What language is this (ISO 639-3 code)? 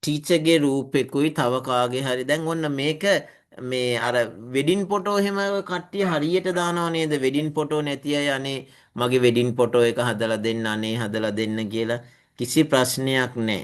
sin